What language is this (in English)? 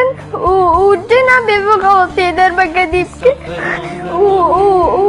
Kurdish